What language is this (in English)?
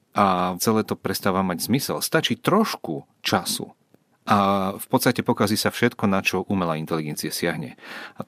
Slovak